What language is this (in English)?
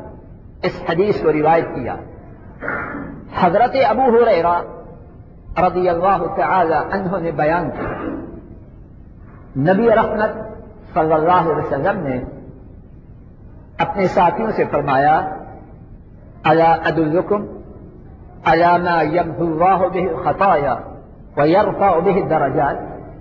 Urdu